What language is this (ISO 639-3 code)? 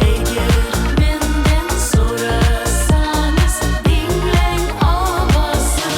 crh